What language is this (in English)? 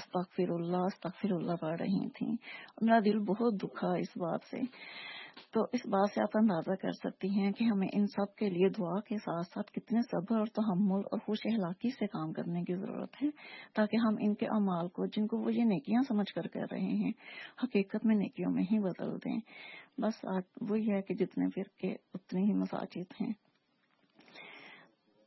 Urdu